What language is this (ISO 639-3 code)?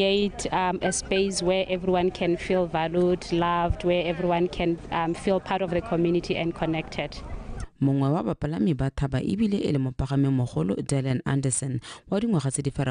tsn